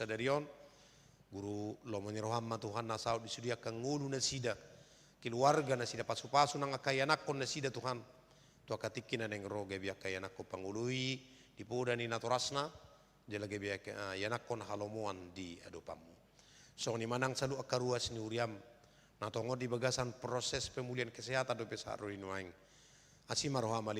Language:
Batak Toba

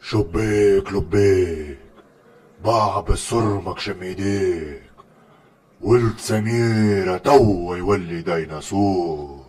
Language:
Tunisian Arabic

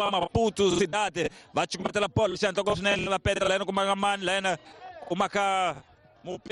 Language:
Tsonga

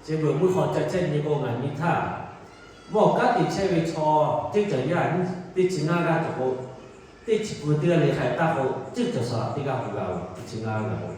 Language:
Lahu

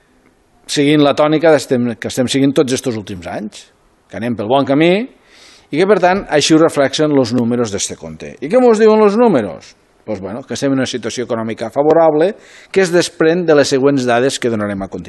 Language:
Catalan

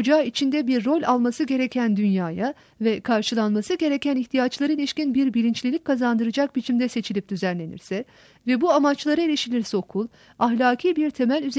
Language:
Turkish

